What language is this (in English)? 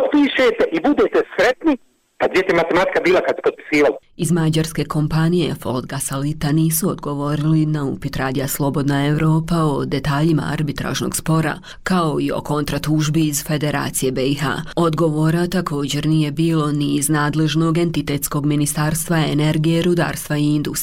Bosnian